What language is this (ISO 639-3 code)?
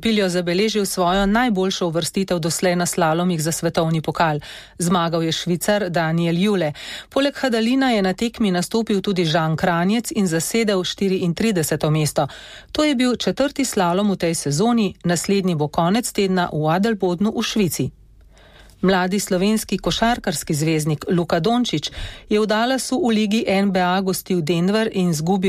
slv